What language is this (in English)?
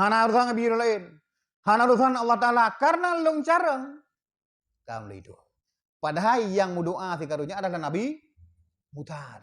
Achinese